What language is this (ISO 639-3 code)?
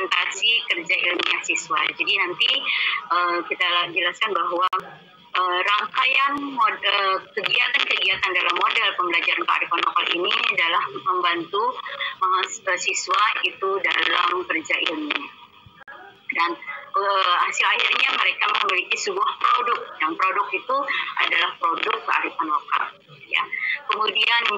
ind